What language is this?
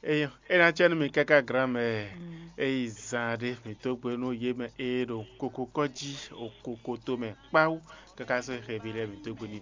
Fon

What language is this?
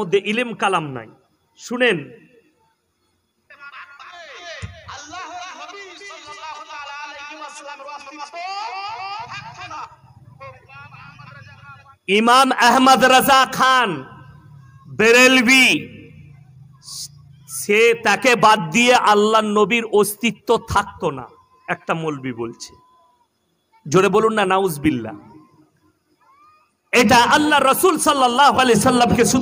Bangla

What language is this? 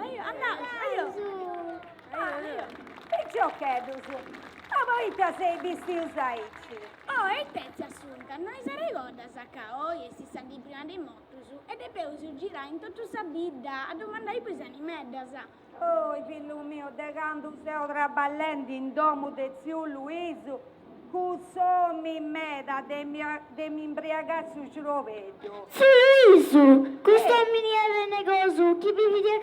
Sardinian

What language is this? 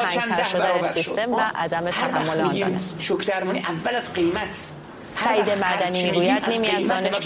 Persian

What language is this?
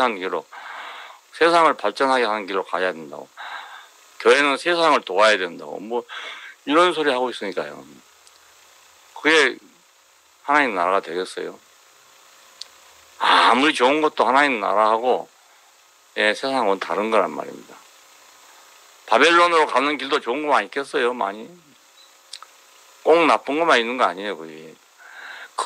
Korean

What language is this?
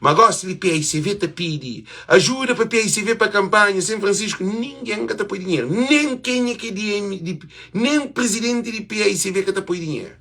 Kabuverdianu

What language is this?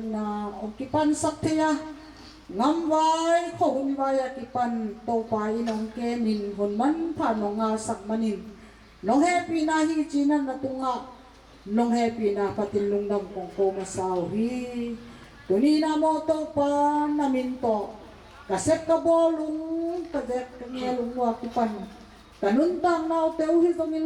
Tedim Chin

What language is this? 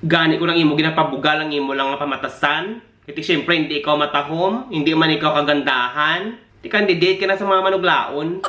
Hiligaynon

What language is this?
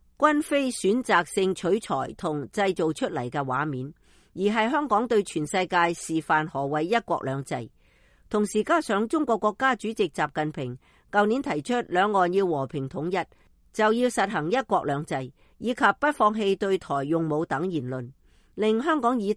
Cantonese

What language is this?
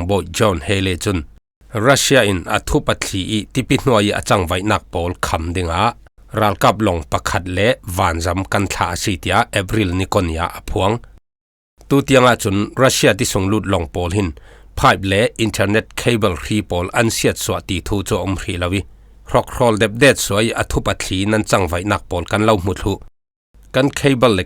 Falam Chin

